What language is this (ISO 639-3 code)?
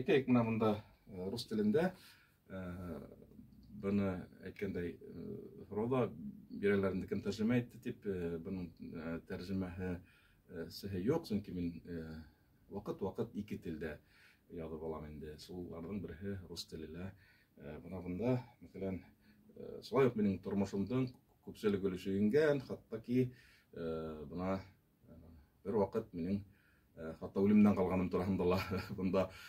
bak